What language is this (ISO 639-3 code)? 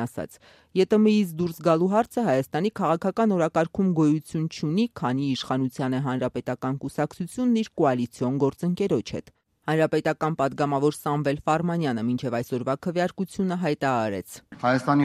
hye